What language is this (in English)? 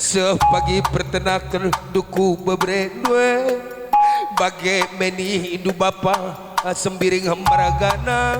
Batak Karo